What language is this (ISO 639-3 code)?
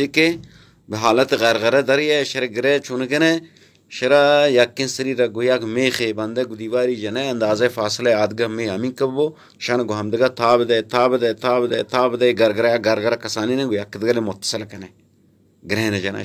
bal